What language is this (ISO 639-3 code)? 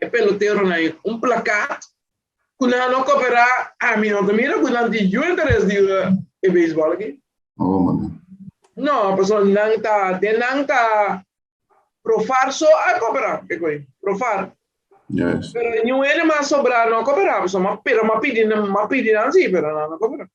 pap